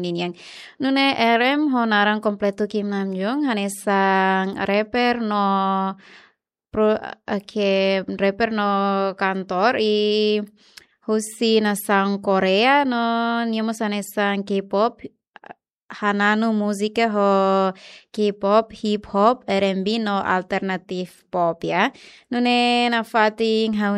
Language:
Tetum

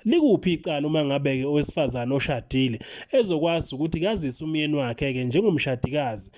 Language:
Zulu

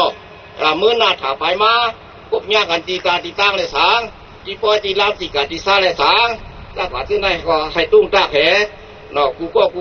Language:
Shan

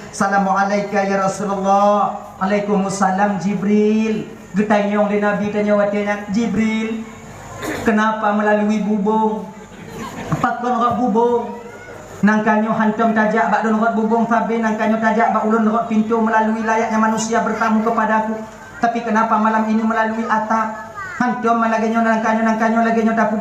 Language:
Achinese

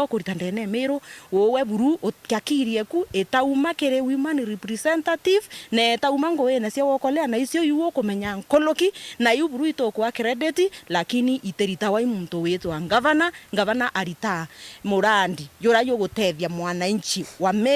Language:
Meru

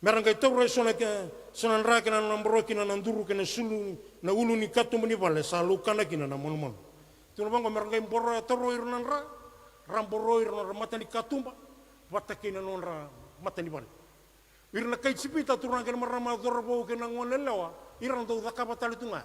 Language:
Fijian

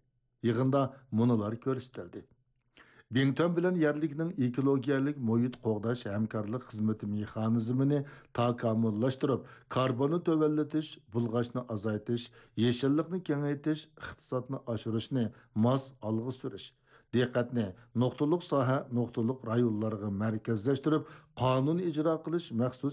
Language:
Uyghur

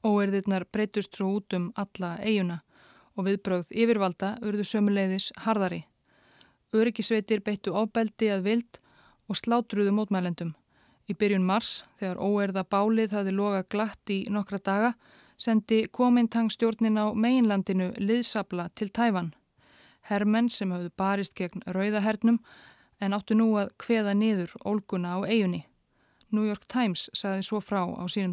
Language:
Icelandic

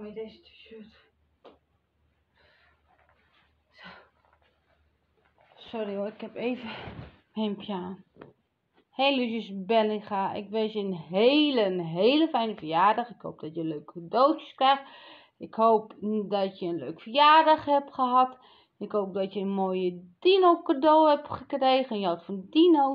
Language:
Dutch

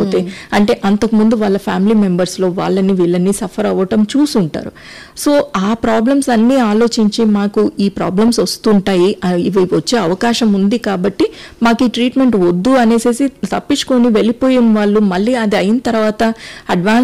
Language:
Telugu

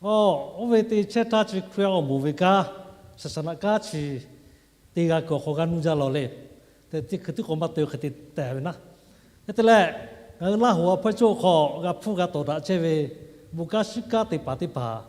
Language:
Lahu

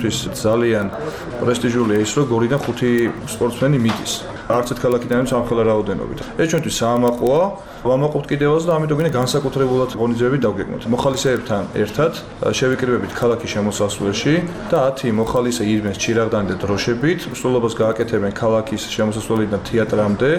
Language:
Georgian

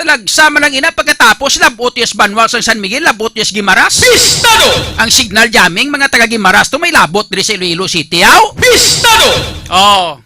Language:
Hiligaynon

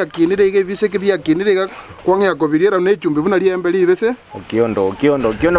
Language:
Gusii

